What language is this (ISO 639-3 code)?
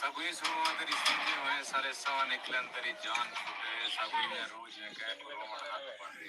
skr